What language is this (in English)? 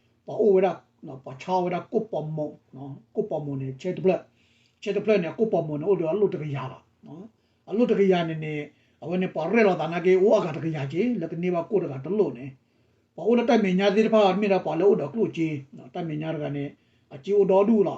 S'gaw Karen